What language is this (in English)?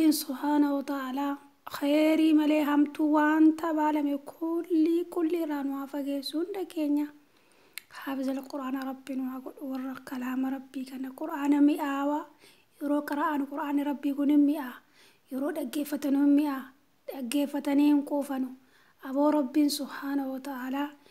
Oromo